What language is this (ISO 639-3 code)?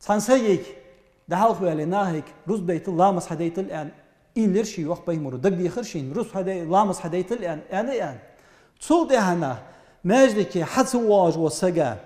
inh